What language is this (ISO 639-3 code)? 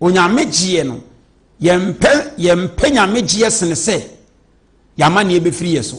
aka